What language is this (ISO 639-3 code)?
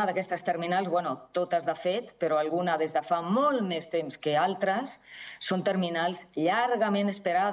cat